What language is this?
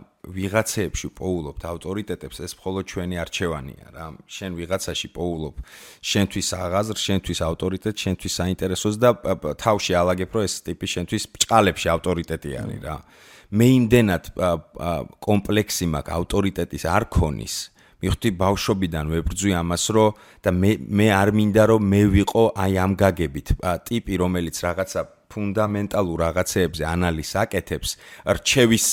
Georgian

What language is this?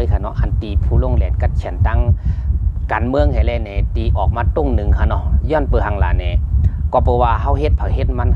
Shan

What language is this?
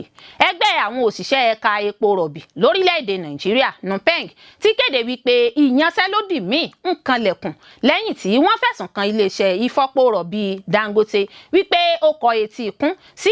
Yoruba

